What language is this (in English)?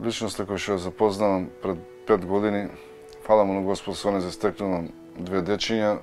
Macedonian